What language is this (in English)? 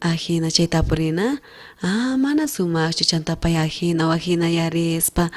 South Bolivian Quechua